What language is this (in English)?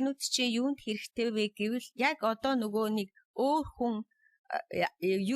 Mongolian